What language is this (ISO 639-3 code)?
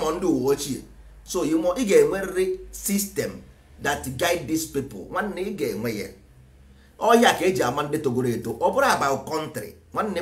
ibo